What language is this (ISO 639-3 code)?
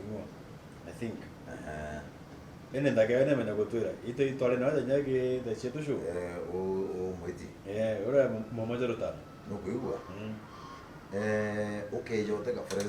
mer